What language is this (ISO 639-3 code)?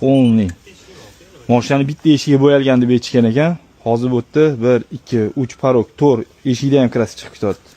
uzb